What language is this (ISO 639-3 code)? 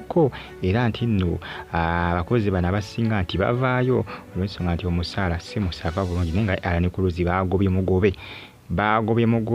lug